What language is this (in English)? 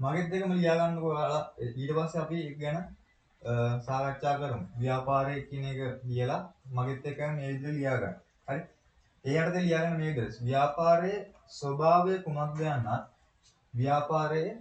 Sinhala